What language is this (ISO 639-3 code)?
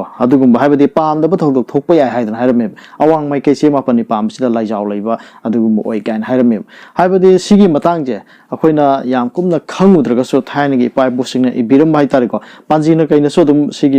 mni